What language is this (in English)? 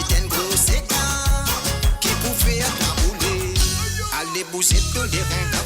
Morisyen